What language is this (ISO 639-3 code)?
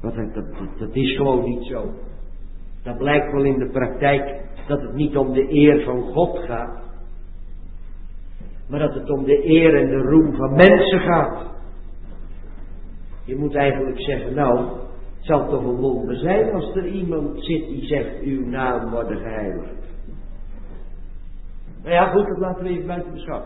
nld